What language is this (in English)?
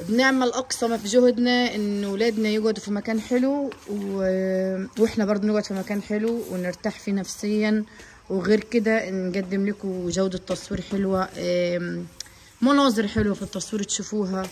Egyptian Arabic